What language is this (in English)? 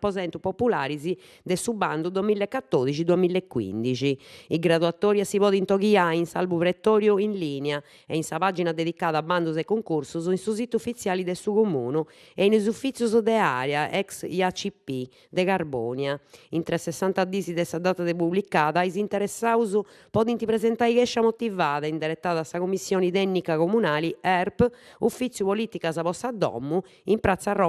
Sardinian